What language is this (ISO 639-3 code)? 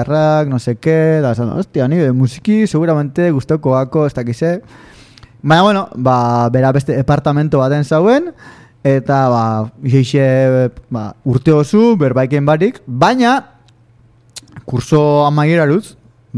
eus